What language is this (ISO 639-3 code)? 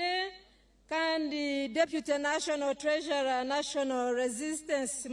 nyn